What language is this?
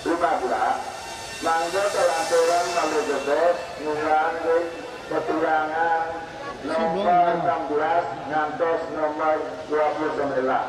Balinese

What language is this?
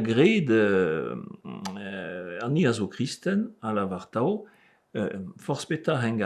Breton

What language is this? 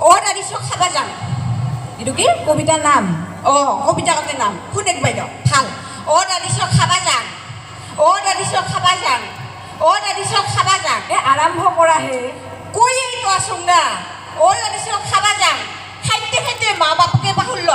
Assamese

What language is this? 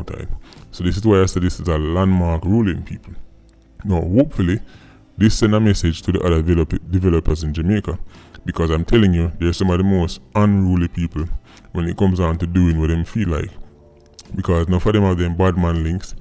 Jamaican Creole English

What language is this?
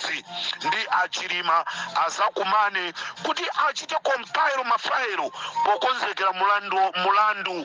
Nyanja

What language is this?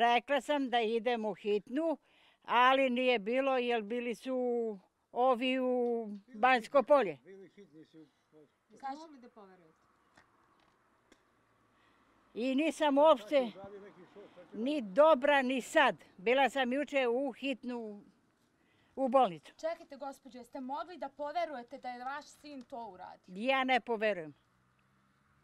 Serbian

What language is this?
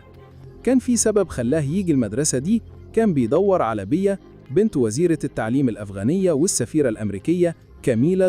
Egyptian Arabic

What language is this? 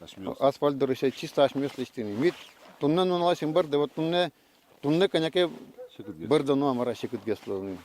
Udmurt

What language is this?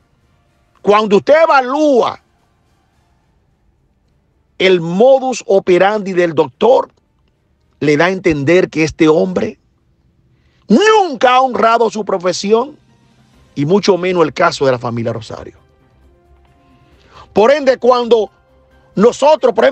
Spanish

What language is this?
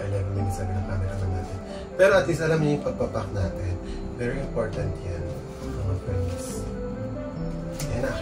Filipino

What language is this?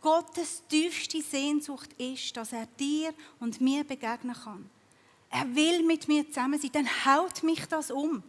Swiss German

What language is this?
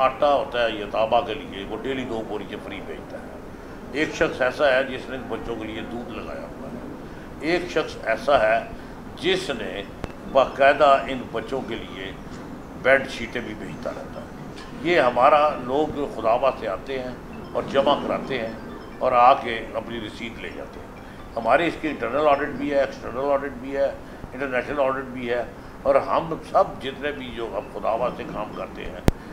Urdu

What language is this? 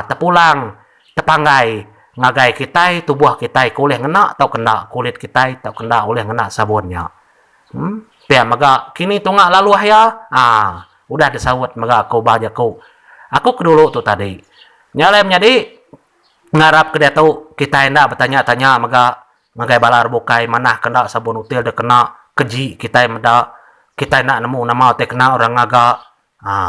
Iban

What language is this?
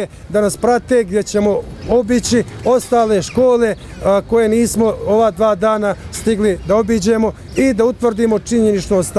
Bosnian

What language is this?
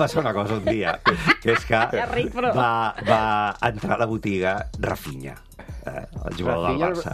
Catalan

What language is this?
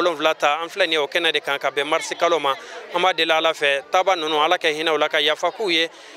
Bambara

